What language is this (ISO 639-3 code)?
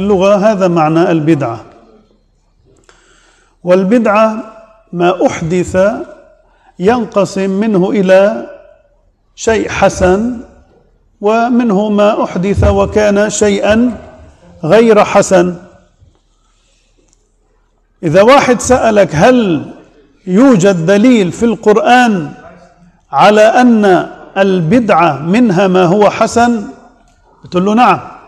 ara